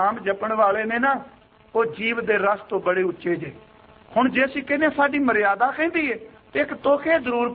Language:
Punjabi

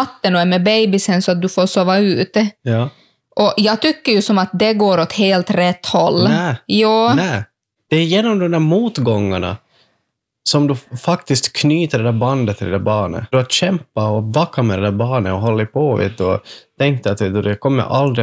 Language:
Swedish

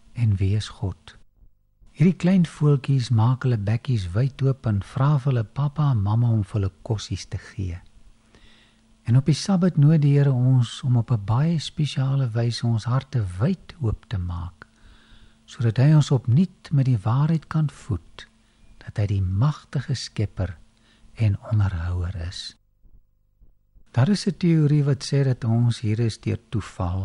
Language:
Afrikaans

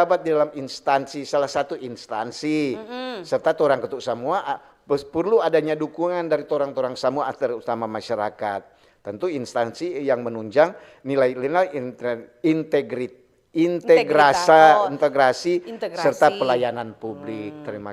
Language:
Manado Malay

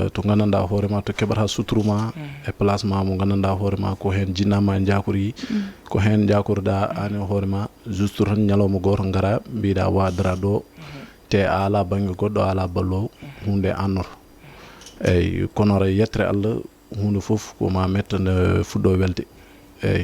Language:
Fula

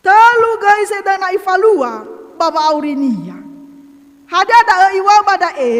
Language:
Nias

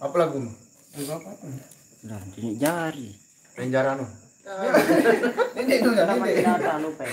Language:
Sasak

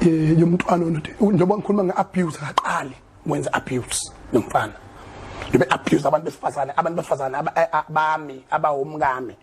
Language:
Zulu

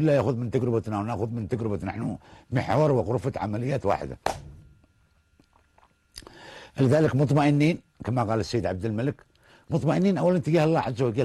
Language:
Arabic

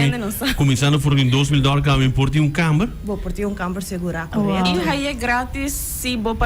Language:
Papiamento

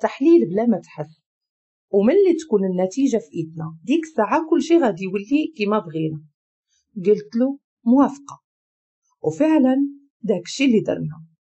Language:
Moroccan Arabic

